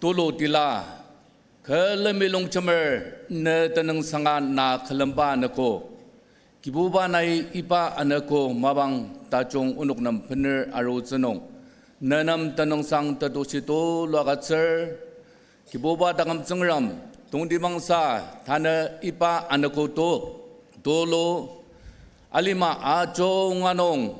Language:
Ao Naga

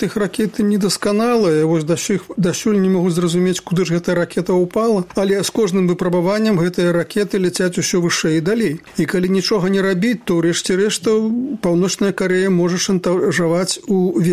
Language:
Belarusian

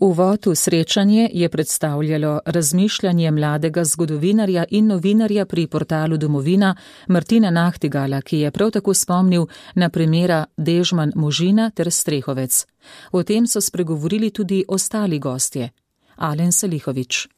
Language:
Slovenian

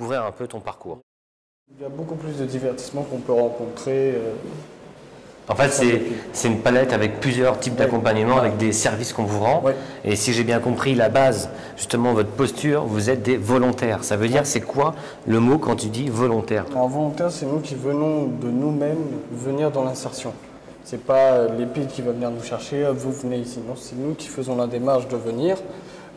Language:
French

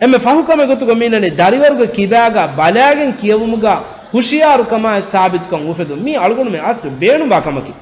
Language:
Divehi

